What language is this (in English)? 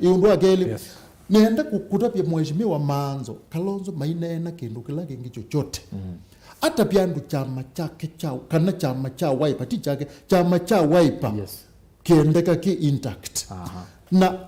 Kamba